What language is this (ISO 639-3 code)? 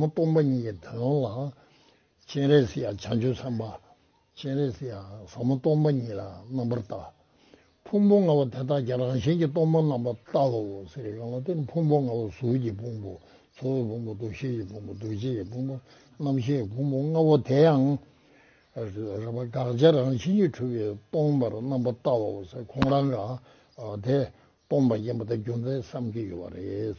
bod